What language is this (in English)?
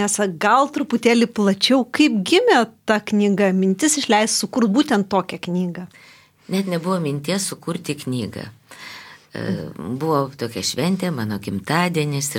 Lithuanian